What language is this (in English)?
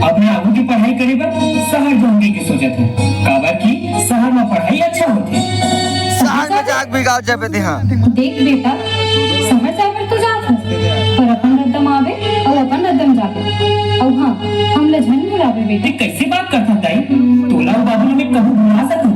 Chhattisgarhi